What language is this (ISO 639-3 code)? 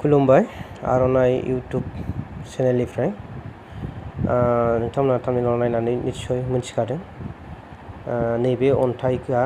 brx